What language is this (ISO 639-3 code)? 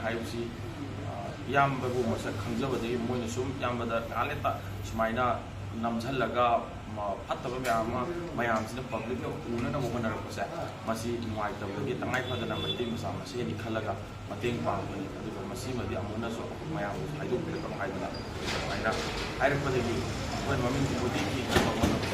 mni